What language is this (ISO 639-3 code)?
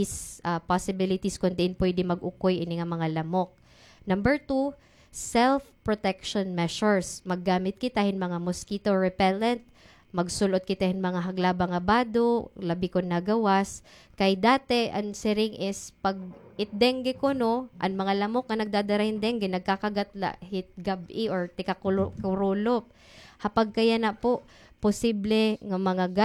war